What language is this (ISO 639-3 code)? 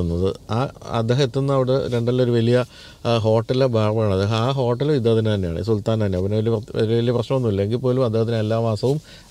mal